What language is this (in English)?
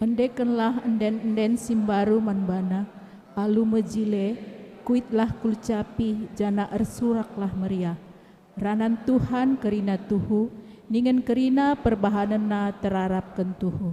Batak Karo